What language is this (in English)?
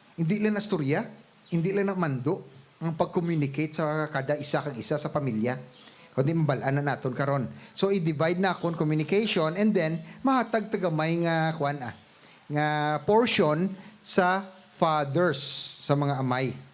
Hiligaynon